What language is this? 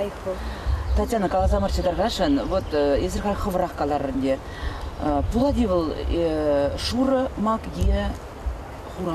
Chuvash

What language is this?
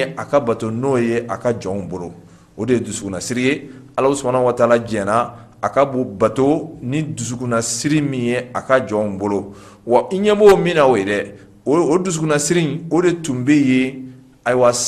Bambara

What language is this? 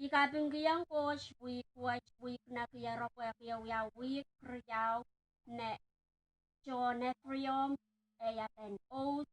Pohnpeian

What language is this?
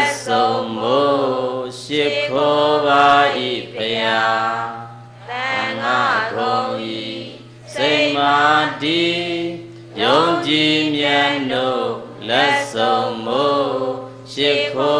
Burmese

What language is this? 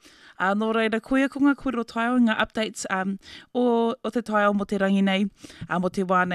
Māori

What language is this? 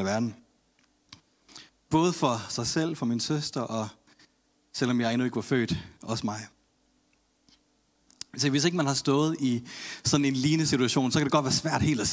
Danish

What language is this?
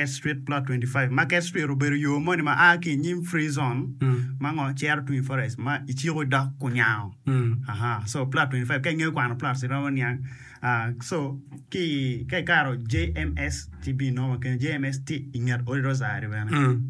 Acoli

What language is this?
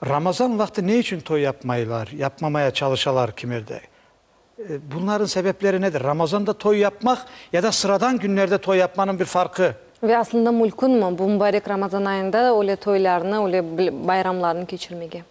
Crimean Tatar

